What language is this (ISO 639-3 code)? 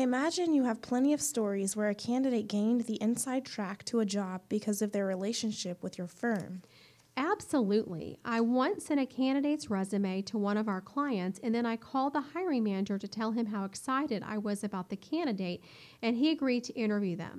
eng